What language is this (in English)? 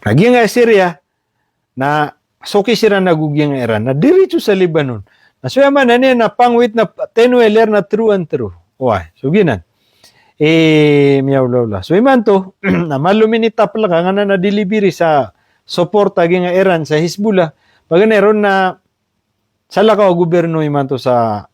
Maranao